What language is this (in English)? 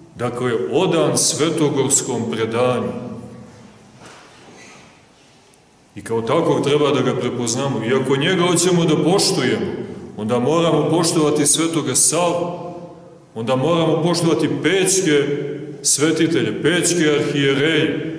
Serbian